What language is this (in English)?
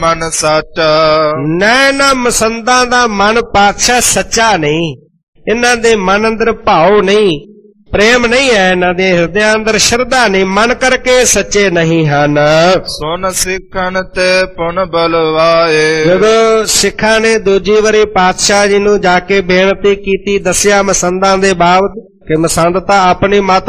Punjabi